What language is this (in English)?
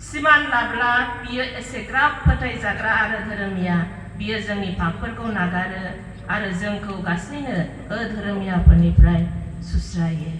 Bodo